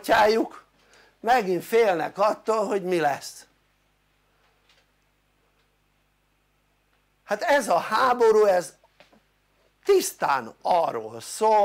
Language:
Hungarian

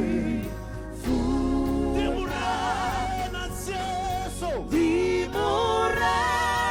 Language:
Venda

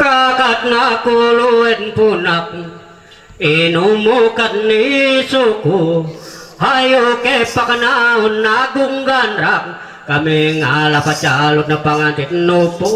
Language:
Ma'anyan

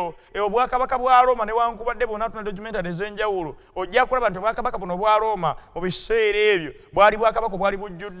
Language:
Ganda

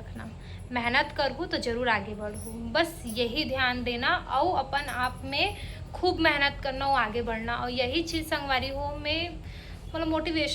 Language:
Chhattisgarhi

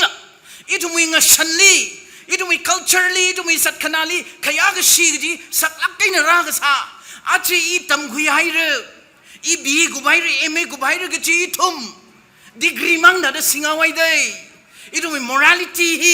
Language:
Tangkhul Naga (India)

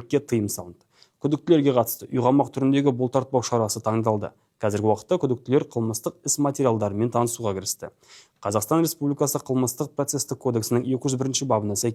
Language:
Kazakh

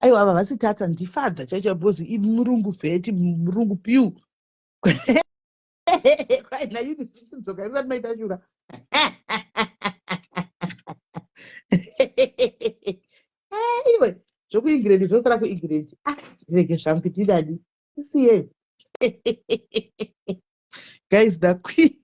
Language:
Shona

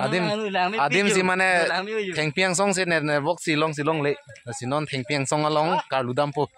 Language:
Karbi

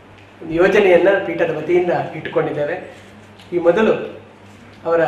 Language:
Kannada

